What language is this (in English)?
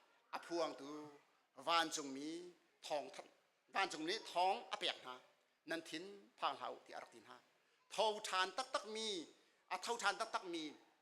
Hakha Chin